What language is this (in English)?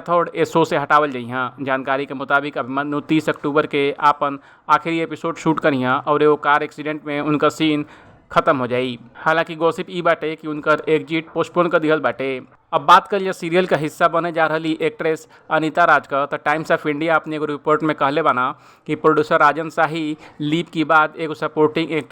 Bhojpuri